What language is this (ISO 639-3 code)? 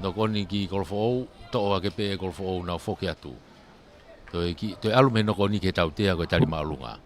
ton